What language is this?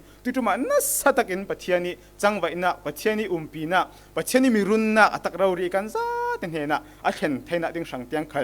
Falam Chin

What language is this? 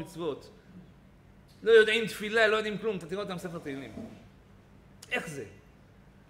Hebrew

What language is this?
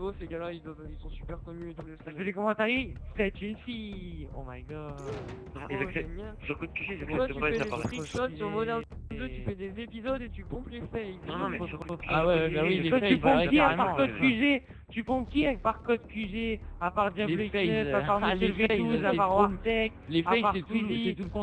French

